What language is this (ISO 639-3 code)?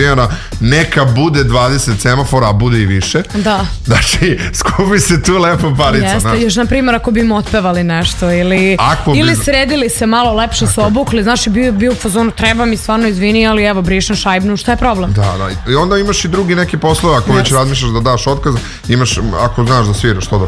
srp